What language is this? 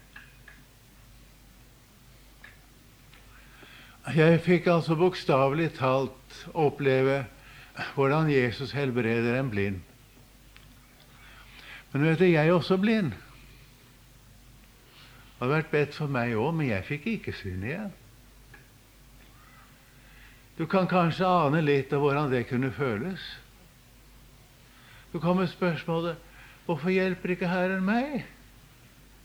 Norwegian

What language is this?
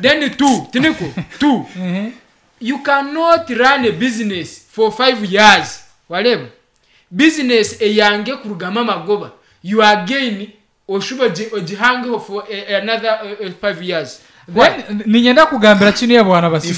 Nyankole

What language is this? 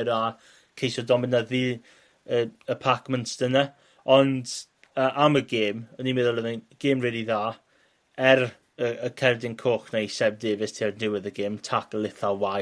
Welsh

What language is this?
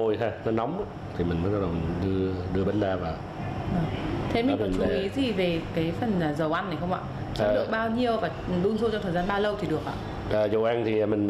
Vietnamese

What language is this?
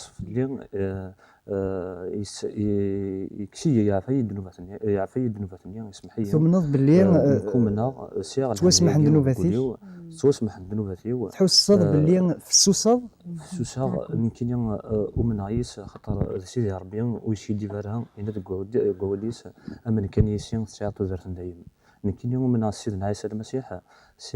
Kabyle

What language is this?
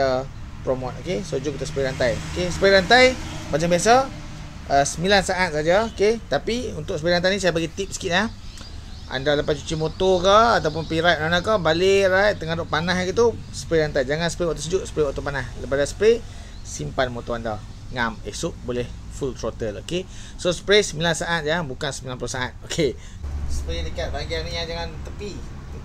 Malay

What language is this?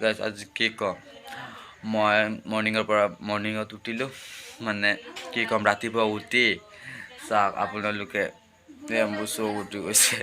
Assamese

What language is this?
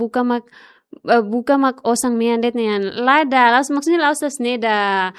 Tetum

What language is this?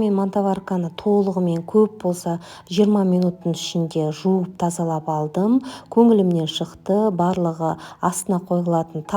Kazakh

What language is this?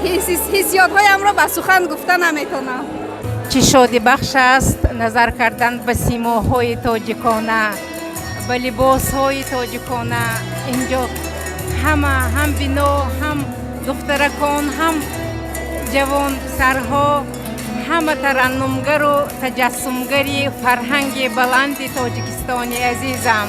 Tajik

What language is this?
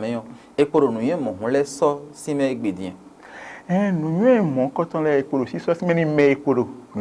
Fon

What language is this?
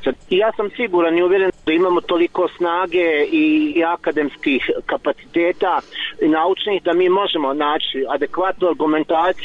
Bosnian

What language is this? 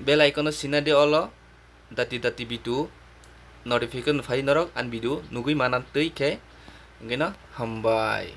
Kok Borok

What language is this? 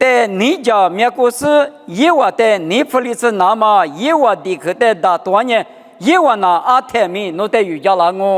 Lisu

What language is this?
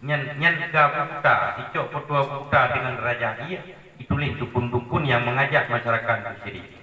Achinese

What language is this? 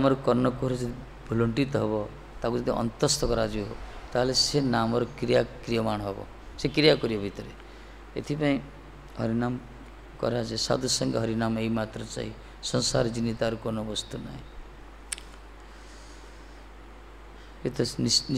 Odia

